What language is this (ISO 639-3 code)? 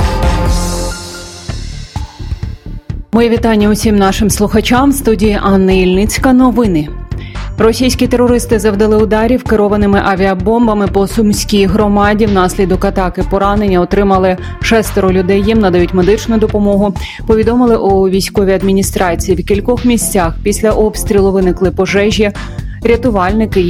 ukr